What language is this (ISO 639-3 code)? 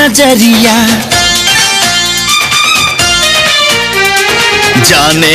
bho